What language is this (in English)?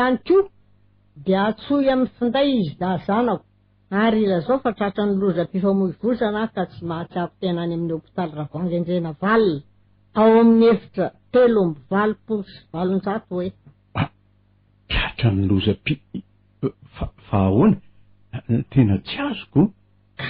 Malagasy